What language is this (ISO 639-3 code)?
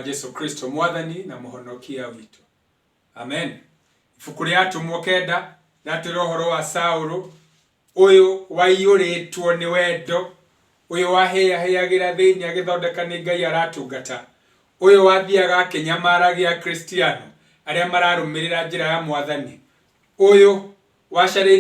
kik